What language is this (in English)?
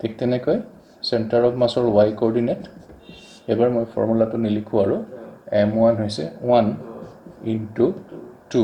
Assamese